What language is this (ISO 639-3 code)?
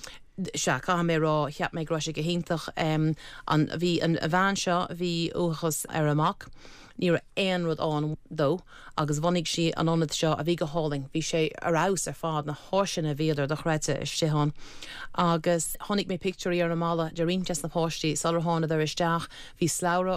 gle